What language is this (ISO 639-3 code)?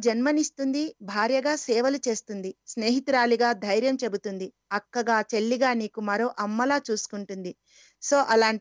tel